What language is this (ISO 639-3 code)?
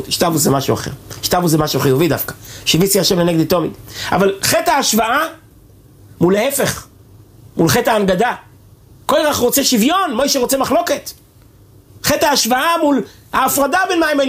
heb